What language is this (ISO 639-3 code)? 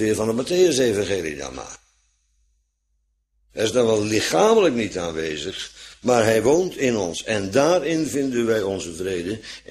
nld